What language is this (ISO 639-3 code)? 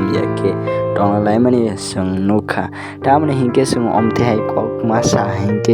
trp